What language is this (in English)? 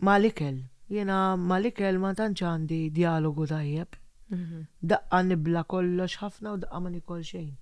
Maltese